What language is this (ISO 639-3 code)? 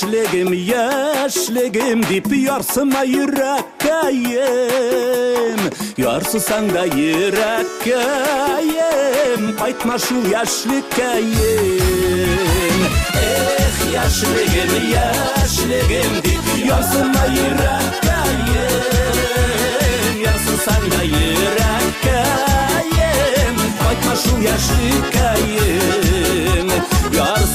bak